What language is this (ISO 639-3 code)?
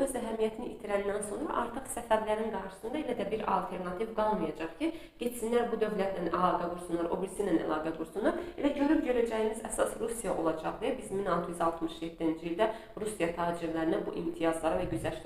aze